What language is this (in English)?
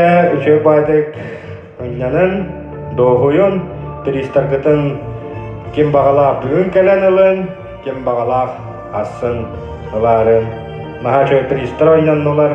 Yakut